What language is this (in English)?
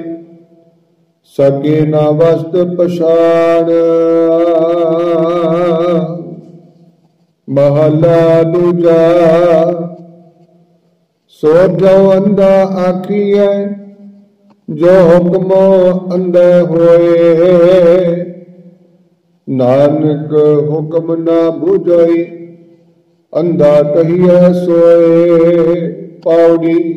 Punjabi